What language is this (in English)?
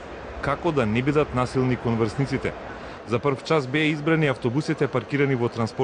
Macedonian